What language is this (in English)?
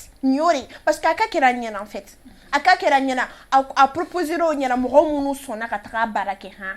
Bambara